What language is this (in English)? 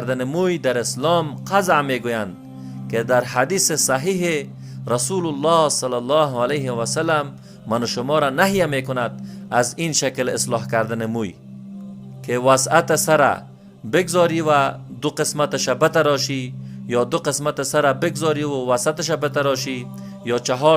Persian